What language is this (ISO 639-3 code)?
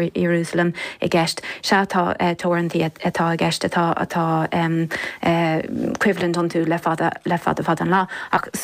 gle